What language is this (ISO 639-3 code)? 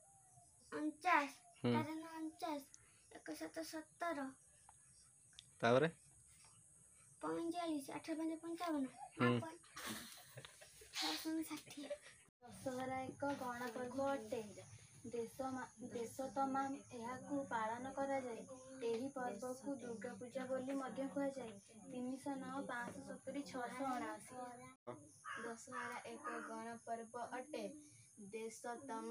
ori